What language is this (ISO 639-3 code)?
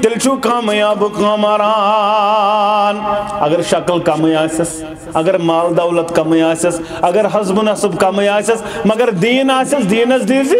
kas